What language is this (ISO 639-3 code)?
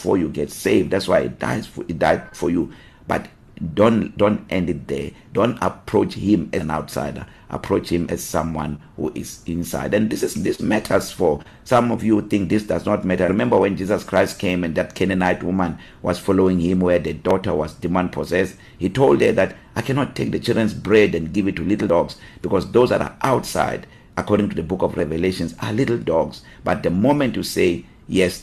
eng